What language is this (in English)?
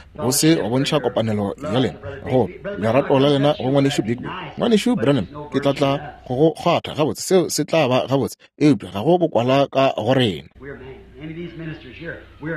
Northern Sotho